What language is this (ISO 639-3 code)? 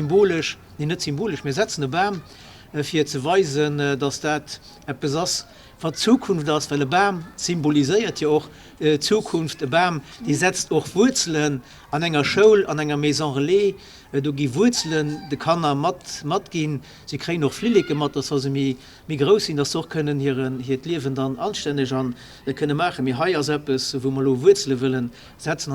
ltz